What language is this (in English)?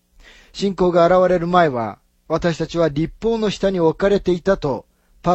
Japanese